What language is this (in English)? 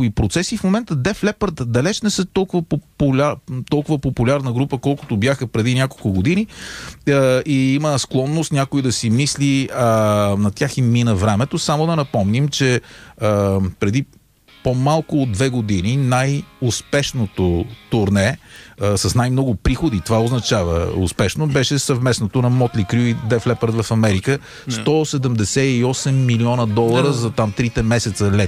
Bulgarian